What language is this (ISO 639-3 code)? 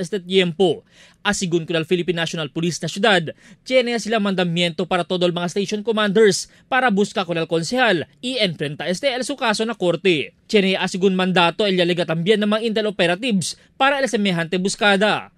cbk